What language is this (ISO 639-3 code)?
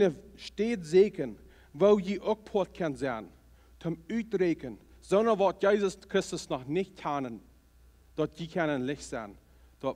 pdt